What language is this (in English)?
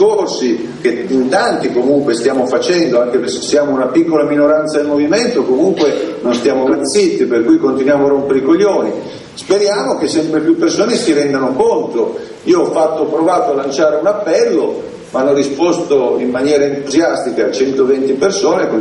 Italian